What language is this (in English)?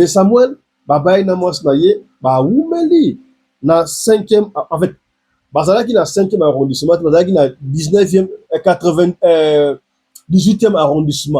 Lingala